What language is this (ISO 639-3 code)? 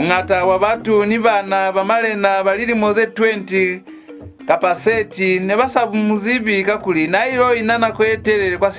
loz